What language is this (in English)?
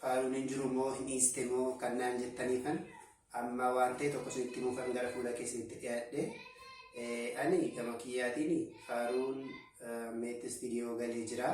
Oromo